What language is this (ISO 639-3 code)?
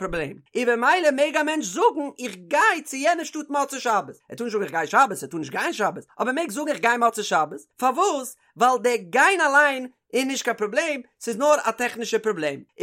yid